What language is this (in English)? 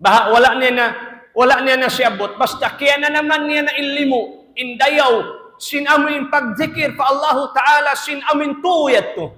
Tausug